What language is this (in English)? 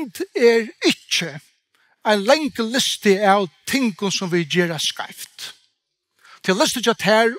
Faroese